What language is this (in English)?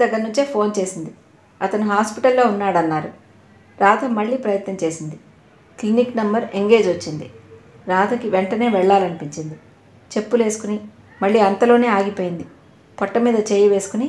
Telugu